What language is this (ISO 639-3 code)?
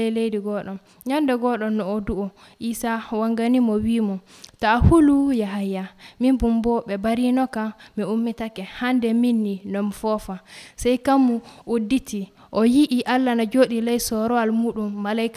fuv